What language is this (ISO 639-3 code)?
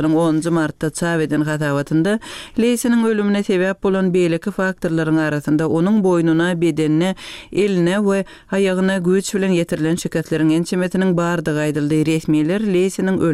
tuk